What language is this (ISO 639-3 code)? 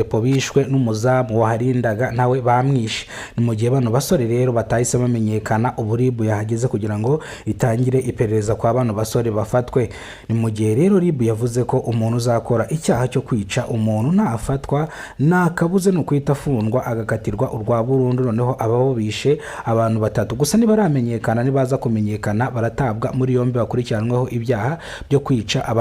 kin